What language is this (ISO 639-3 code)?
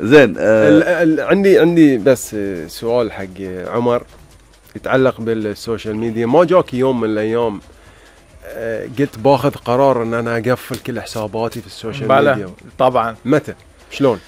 afb